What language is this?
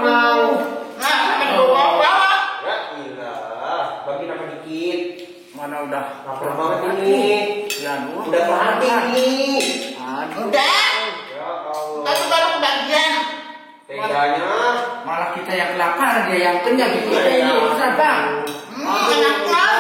Betawi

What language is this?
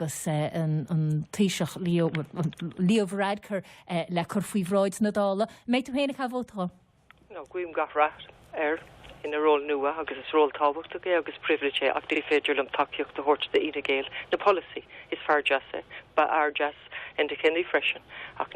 Irish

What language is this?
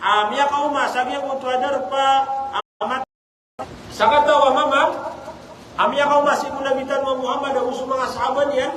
Maranao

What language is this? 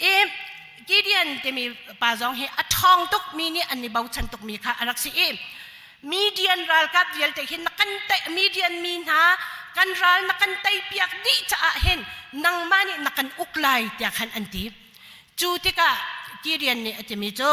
Hakha Chin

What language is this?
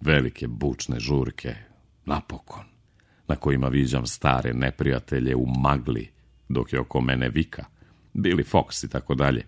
Serbian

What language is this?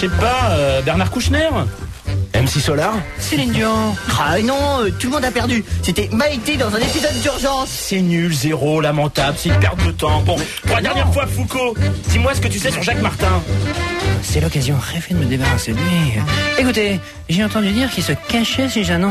French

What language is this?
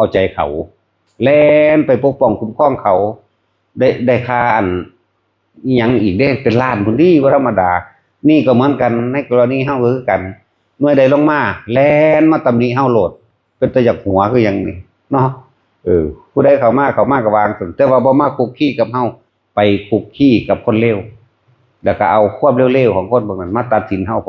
Northeastern Thai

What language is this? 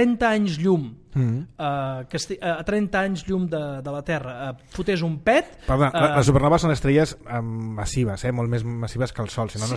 Catalan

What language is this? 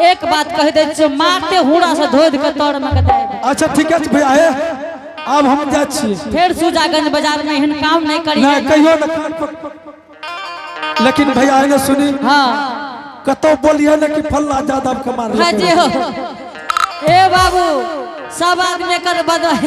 Angika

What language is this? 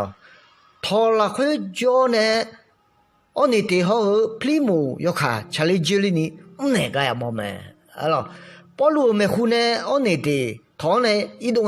Akha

